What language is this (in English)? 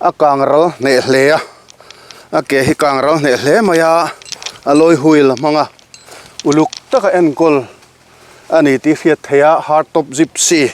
Mizo